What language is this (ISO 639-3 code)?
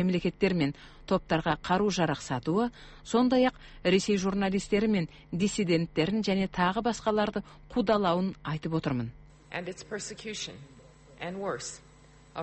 kaz